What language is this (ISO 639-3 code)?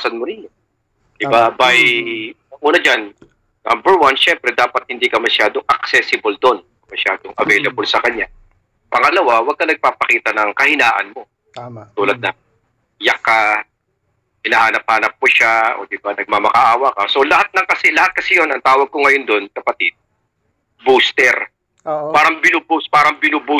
fil